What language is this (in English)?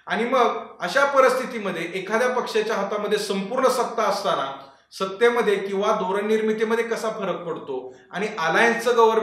Marathi